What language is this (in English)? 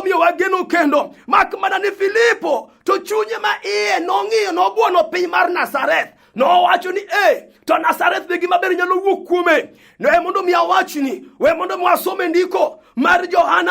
Luo (Kenya and Tanzania)